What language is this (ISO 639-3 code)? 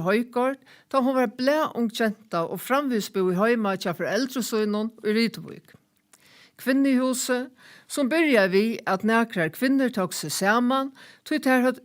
fao